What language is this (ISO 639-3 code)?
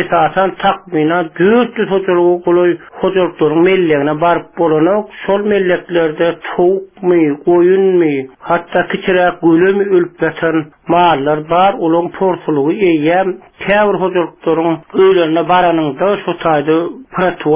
tuk